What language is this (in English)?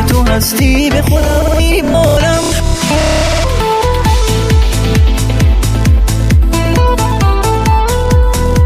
Persian